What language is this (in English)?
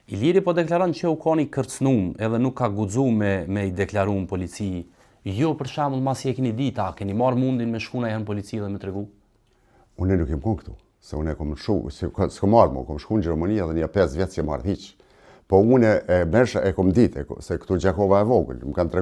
Albanian